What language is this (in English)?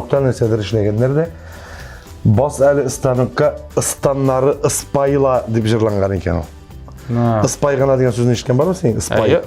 Tatar